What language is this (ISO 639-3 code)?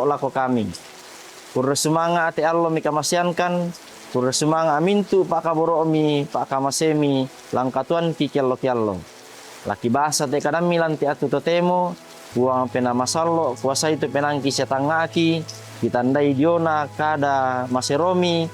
sda